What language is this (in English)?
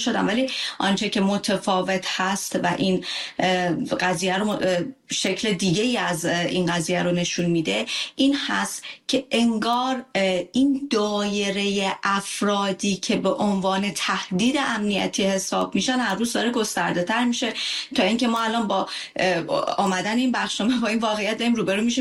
Persian